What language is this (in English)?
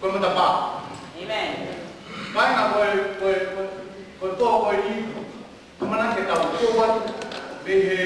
Tongan